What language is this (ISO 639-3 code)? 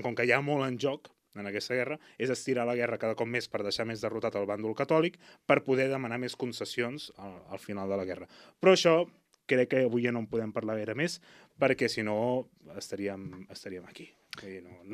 cat